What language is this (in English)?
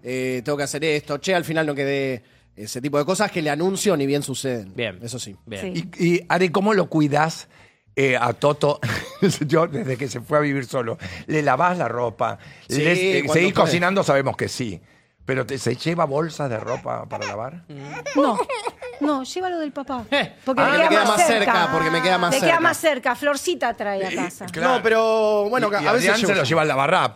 Spanish